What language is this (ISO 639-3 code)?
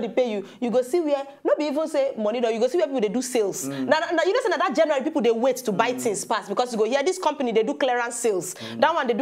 pcm